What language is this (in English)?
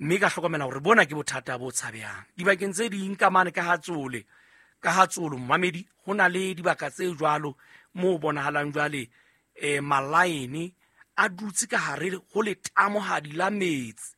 Southern Sotho